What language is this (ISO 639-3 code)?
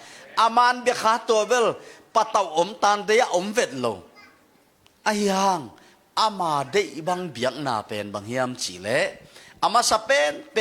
ctd